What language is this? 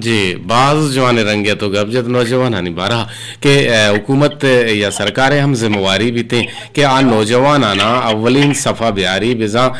Eastern Balochi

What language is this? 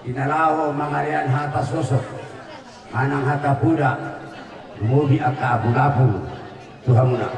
Batak Toba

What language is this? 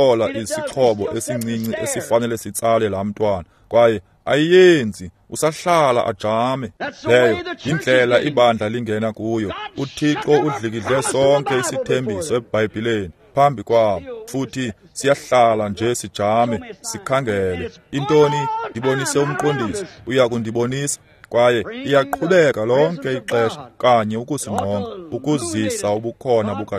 Xhosa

